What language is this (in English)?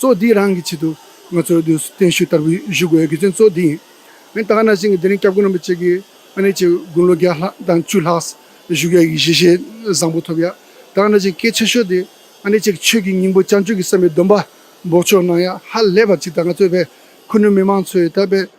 Tibetan